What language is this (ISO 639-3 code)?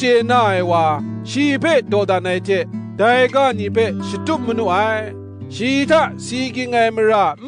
kac